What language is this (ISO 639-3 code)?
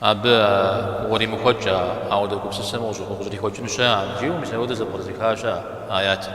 kbd